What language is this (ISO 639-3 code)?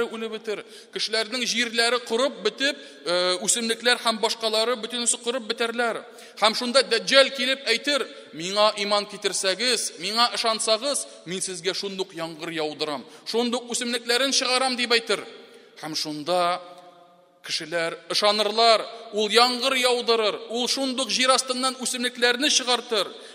tat